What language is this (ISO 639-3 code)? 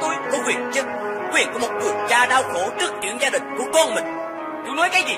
vie